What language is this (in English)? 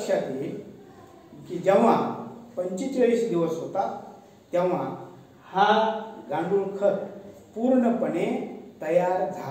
Marathi